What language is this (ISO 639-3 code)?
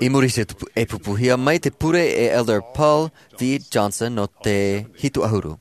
tah